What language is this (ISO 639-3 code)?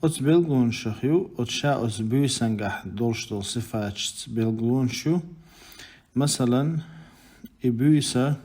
che